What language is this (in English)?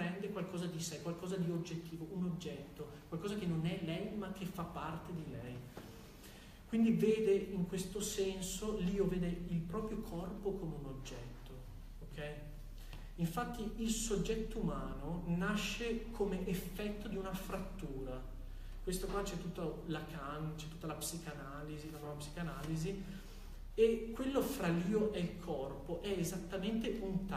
Italian